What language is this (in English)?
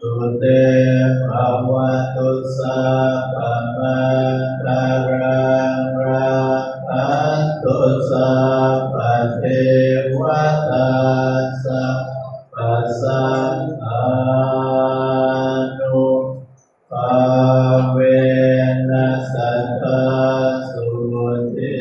Pali